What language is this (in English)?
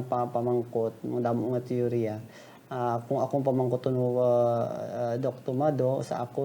Hiligaynon